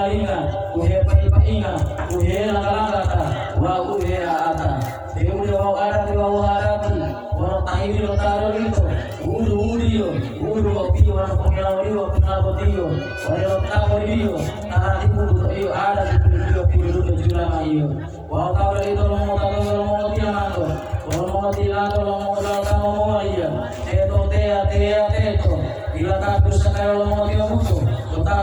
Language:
Gorontalo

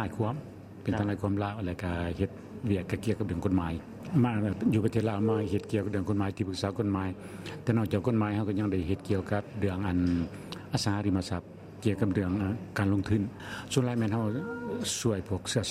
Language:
Lao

